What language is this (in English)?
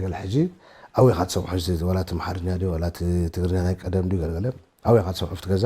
Tigrinya